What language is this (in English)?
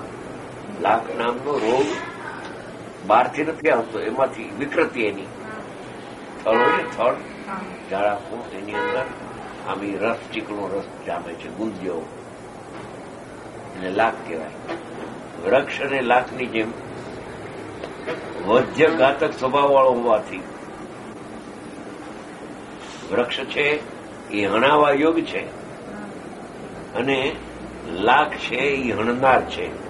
Gujarati